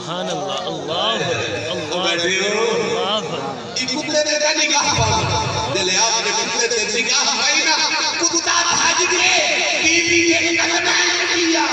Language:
Saraiki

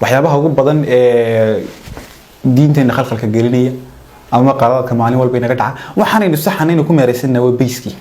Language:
Somali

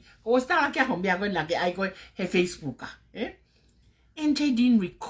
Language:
Tongan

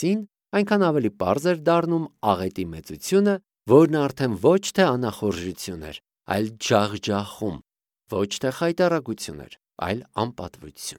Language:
Armenian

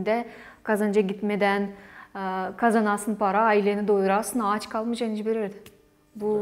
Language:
Gagauz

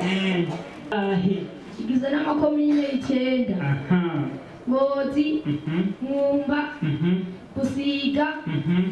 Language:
Rundi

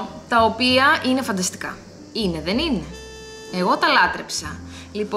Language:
Greek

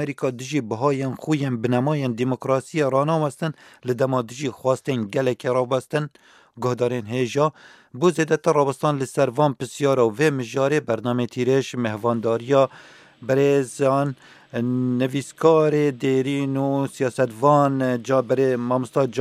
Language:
Kurdish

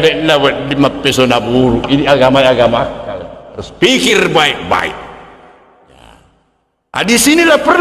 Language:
Buginese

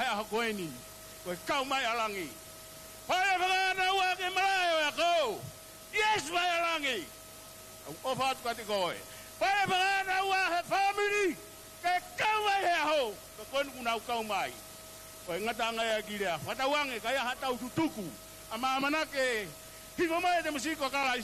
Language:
Tongan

